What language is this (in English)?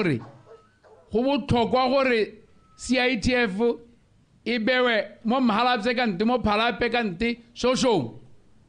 Tswana